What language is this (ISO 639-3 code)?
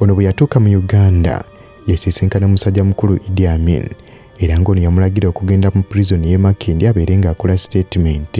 lug